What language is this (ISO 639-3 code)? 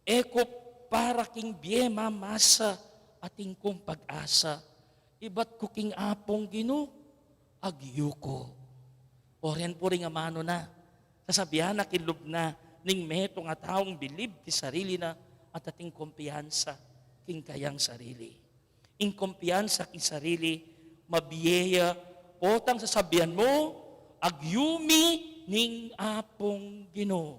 pam